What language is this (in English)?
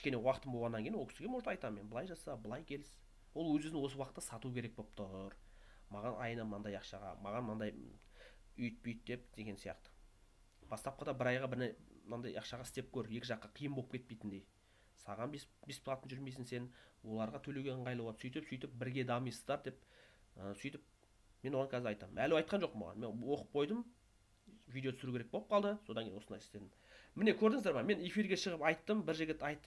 Kazakh